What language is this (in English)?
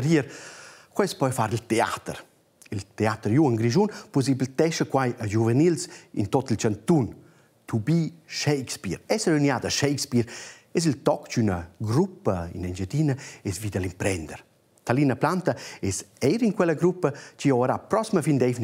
Romansh